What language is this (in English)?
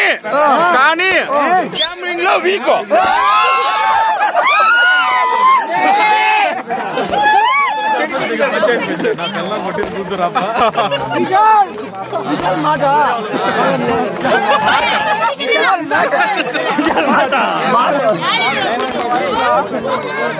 Telugu